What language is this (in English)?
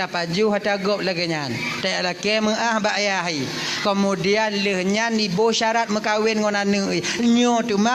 Achinese